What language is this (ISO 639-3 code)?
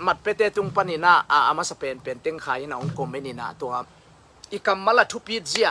ctd